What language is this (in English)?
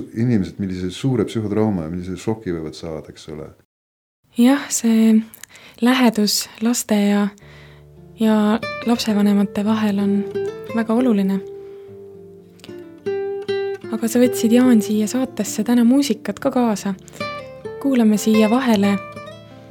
Estonian